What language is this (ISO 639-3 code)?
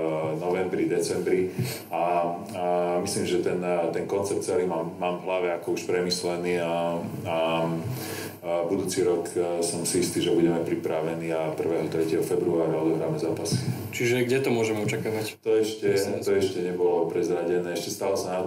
slk